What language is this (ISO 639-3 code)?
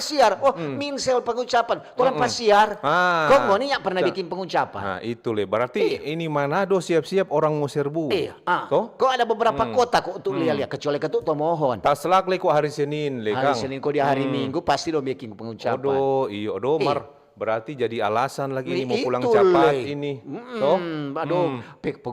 xmm